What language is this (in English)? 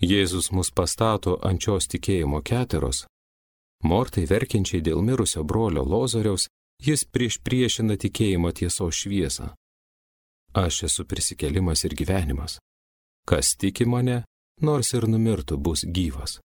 Lithuanian